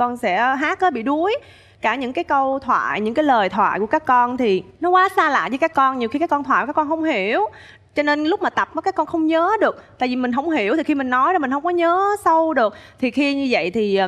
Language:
Vietnamese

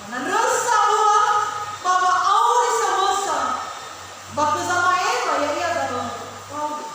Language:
Nias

